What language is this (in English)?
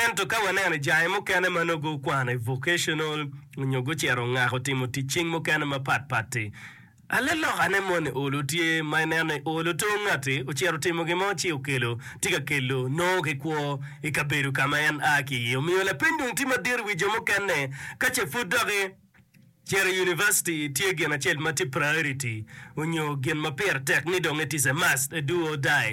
Acoli